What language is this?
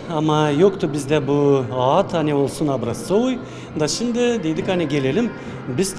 Gagauz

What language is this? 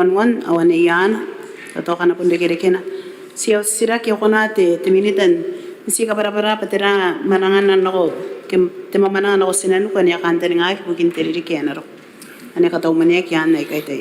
Gilbertese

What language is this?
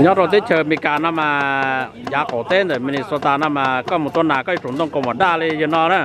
Hmong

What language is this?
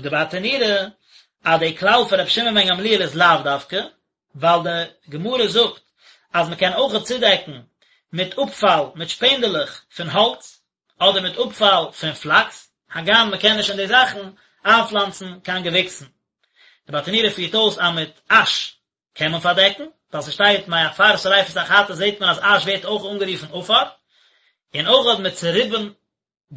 Yiddish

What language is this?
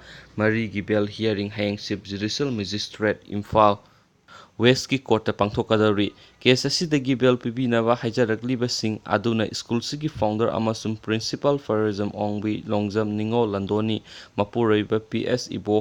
Manipuri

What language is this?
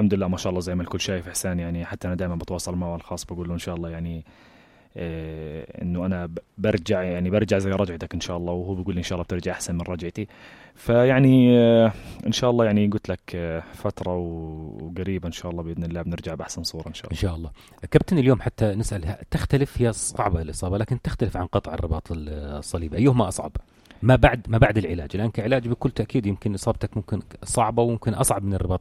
North Levantine Arabic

